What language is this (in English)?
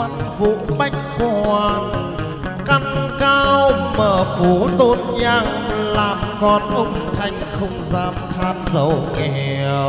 Vietnamese